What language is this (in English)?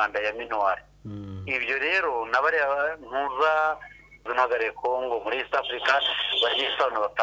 Kinyarwanda